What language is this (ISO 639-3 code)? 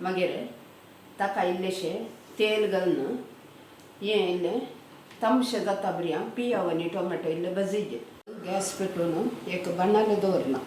kok